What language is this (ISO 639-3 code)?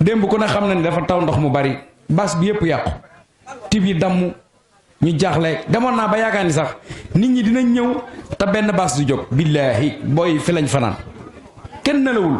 wol